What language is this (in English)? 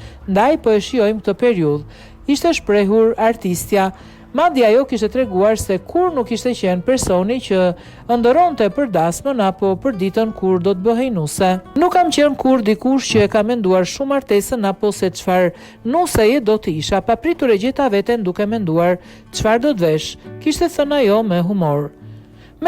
Albanian